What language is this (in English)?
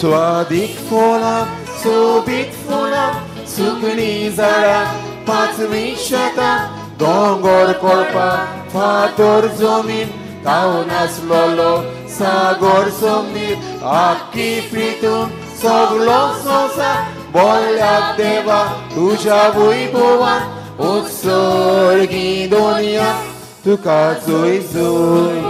Konkani